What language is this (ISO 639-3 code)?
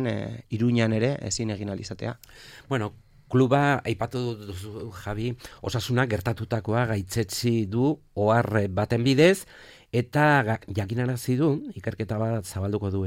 eus